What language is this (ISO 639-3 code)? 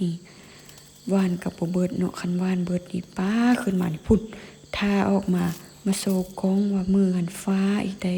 lao